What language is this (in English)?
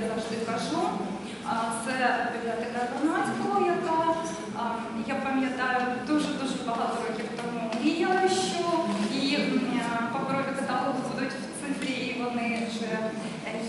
Ukrainian